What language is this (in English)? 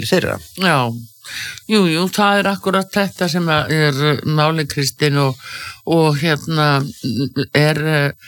Icelandic